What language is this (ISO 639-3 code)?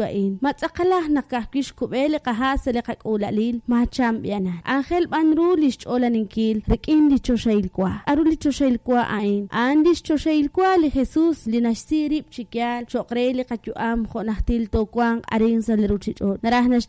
kek